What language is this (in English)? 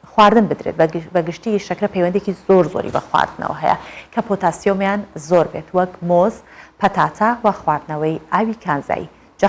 Central Kurdish